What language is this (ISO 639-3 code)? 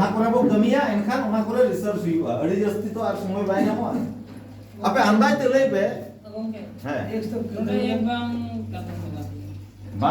sat